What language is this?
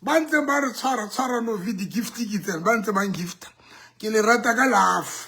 Southern Sotho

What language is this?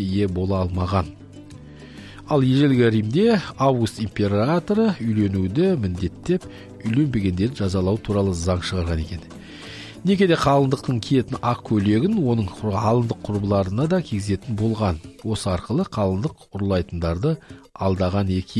Kazakh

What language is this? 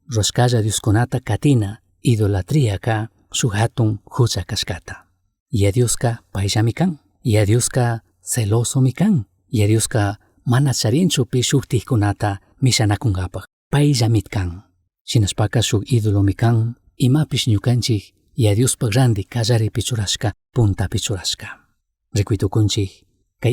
Chimborazo Highland Quichua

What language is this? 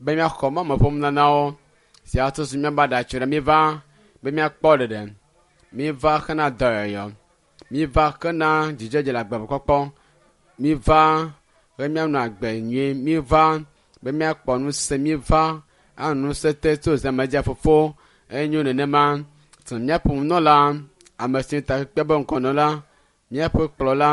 Ewe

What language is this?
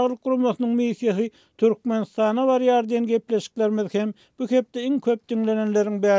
Turkmen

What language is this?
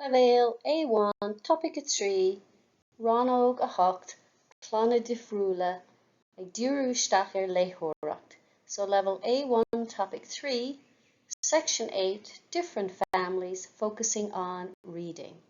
Irish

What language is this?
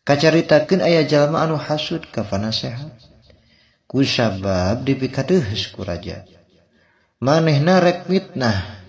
Sundanese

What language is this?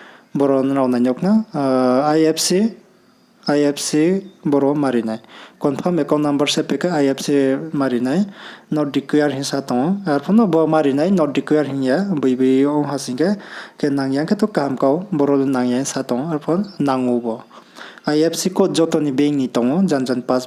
Riang (India)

